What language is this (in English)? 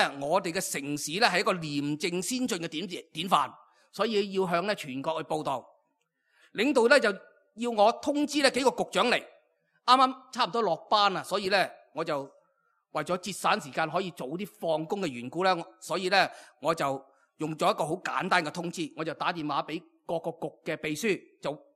Cantonese